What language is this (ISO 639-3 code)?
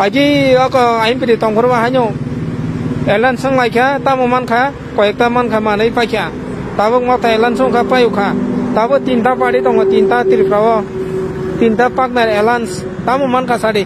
trp